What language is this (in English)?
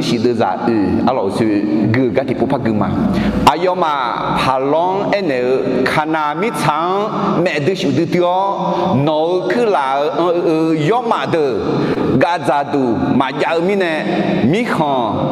Akha